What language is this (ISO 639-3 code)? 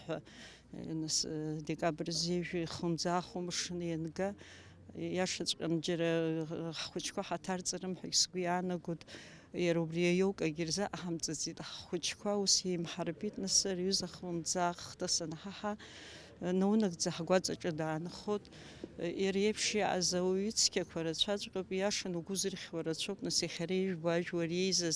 abk